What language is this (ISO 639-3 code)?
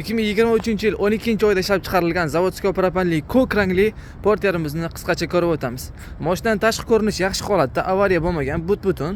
uzb